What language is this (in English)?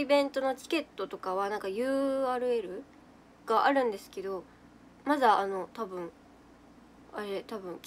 Japanese